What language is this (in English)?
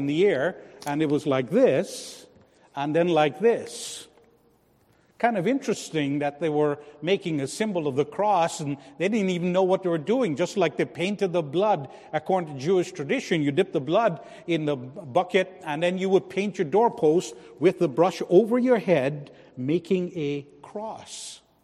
English